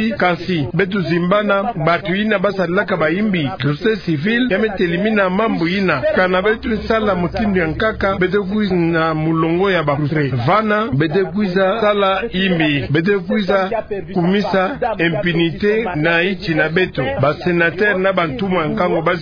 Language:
Kituba (Democratic Republic of Congo)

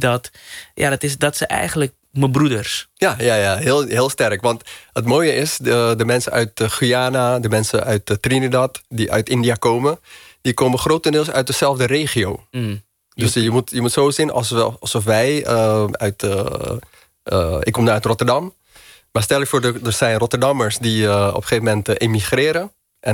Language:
Dutch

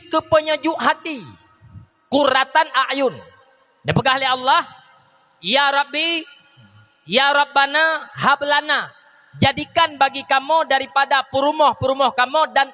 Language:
Achinese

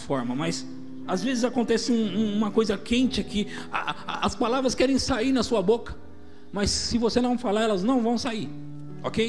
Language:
Portuguese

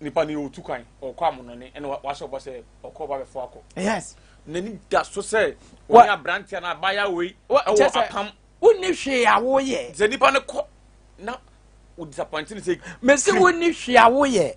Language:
Akan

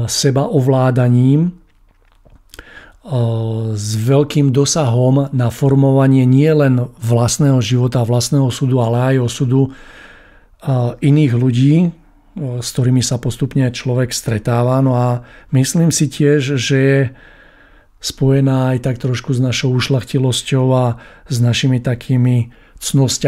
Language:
Slovak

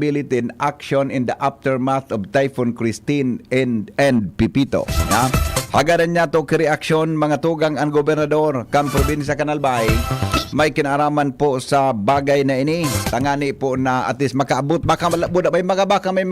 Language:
Bikol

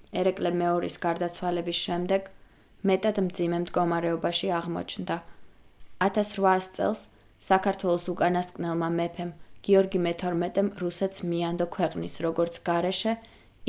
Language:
Georgian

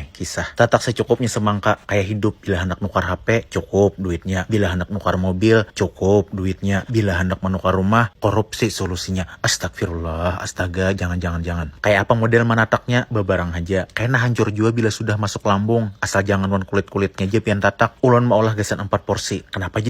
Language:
Banjar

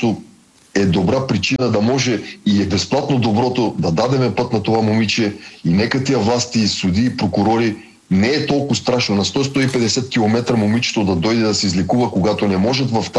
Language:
Bulgarian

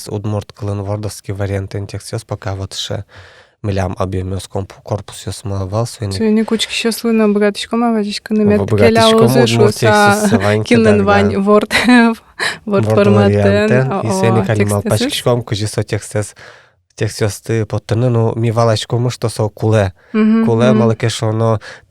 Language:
Udmurt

